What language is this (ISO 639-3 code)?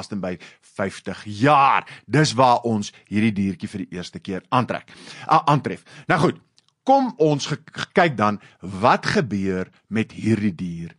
afr